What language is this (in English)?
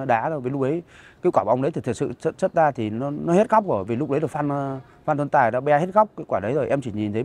Vietnamese